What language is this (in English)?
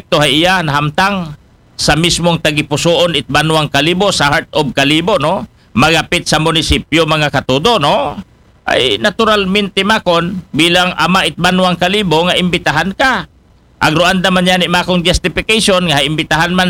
Aklanon